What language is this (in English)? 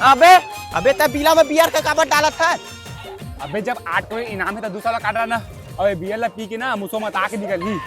Chhattisgarhi